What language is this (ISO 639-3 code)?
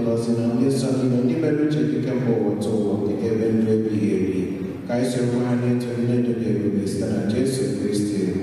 ibo